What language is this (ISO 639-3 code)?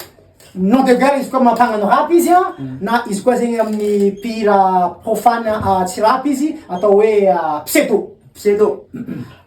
mlg